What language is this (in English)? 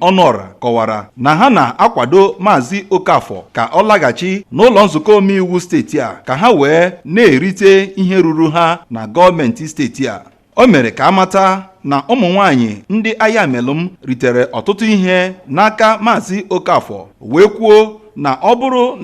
Igbo